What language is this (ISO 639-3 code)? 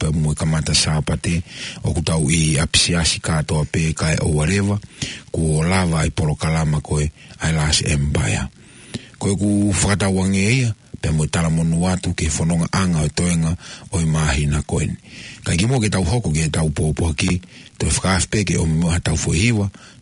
ton